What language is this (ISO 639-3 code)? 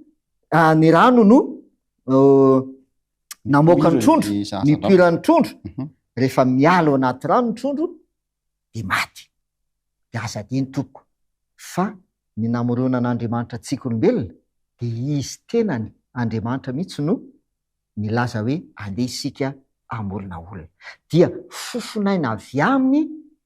mlg